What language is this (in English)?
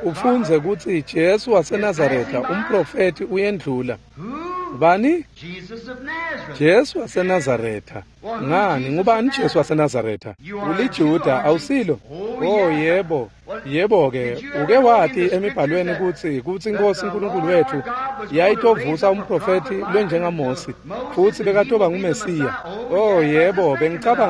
Swati